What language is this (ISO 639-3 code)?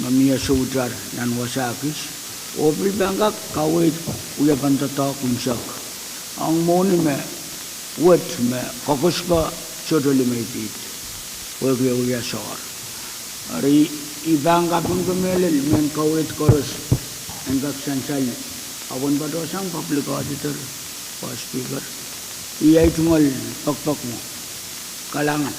pon